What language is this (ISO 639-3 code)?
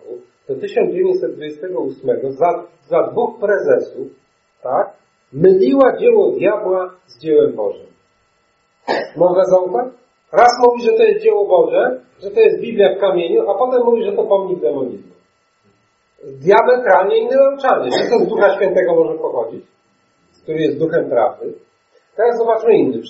pol